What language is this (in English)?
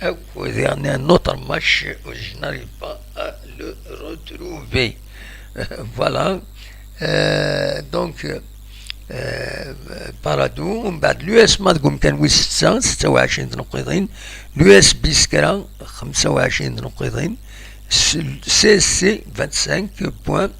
Kabyle